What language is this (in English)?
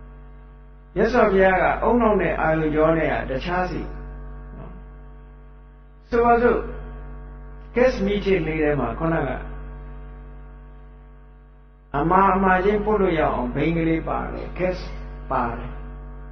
Burmese